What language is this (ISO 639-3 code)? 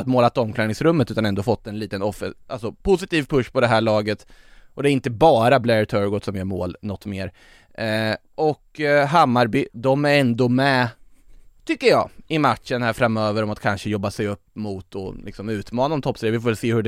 swe